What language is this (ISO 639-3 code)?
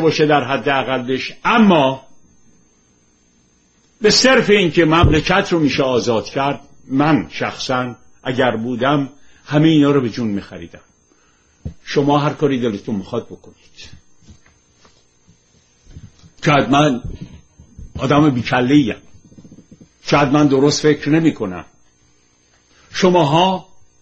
fas